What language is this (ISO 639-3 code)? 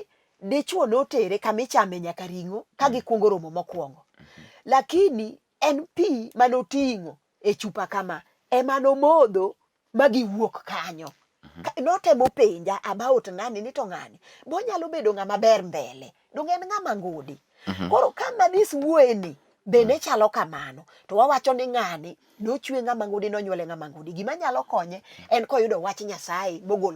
luo